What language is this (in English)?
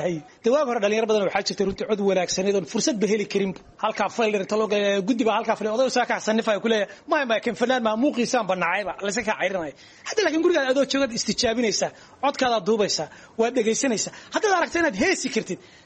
Somali